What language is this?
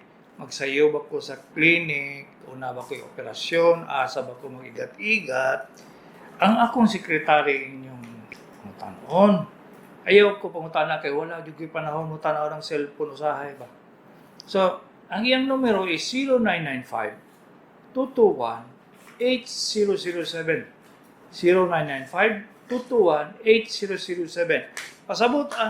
Cebuano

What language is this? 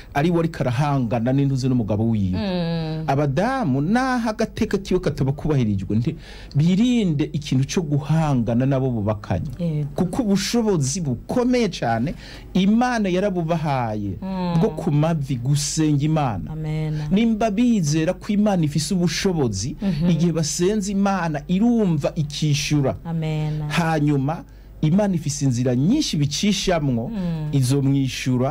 Rundi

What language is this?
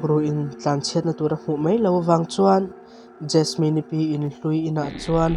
Mizo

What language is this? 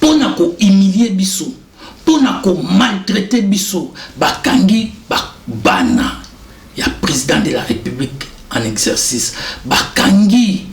Lingala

